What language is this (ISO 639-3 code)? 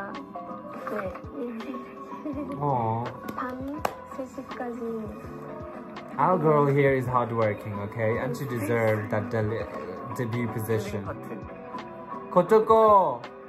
kor